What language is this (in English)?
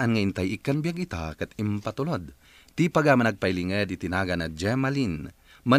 Iloko